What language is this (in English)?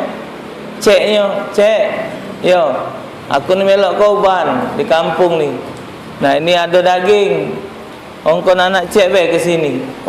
Musi